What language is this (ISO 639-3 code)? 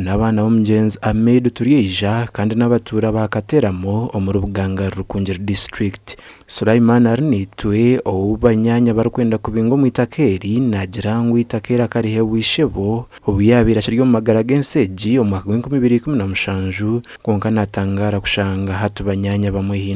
nyn